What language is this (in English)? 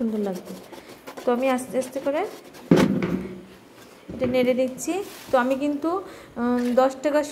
Bangla